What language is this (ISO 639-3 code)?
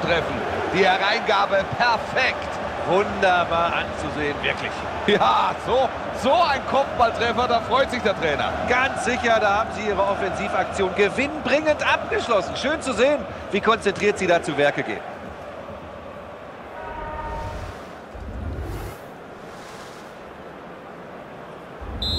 deu